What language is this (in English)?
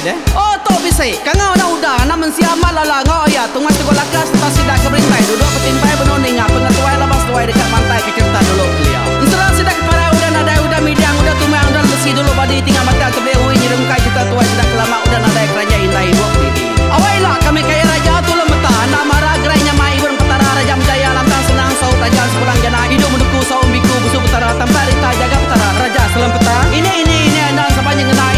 Iban